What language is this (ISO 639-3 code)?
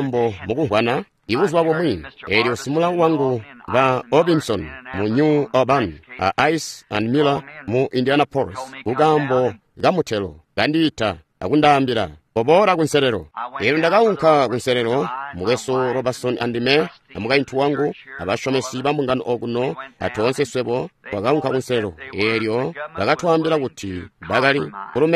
toi